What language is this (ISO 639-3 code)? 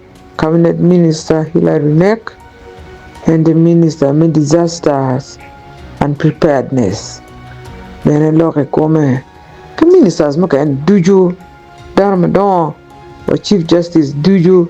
ach